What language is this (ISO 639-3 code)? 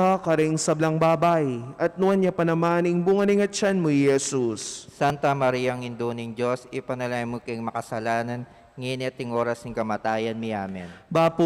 pam